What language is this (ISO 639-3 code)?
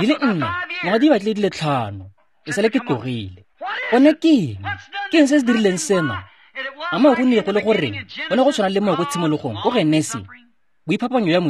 tsn